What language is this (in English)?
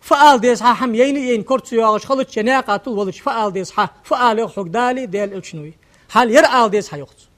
Ingush